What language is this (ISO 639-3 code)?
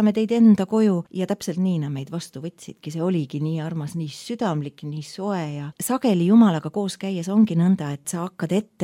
est